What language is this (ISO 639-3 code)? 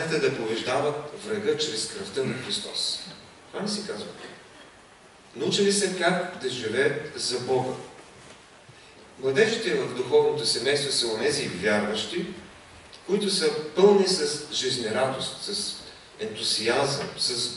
bul